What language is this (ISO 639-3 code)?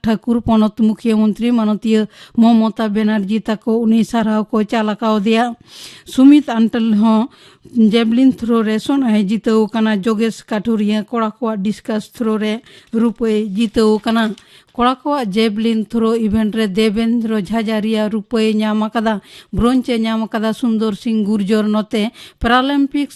sat